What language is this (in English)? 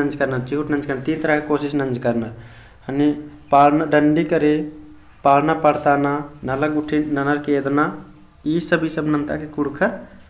Kurukh